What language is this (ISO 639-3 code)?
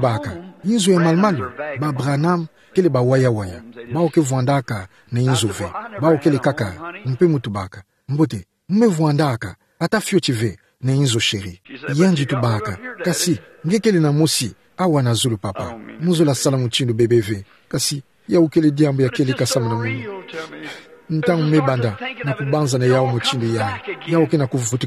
ktu